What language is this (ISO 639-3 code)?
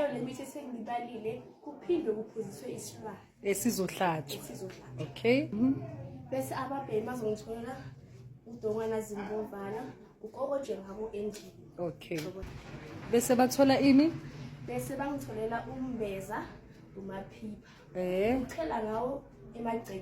zul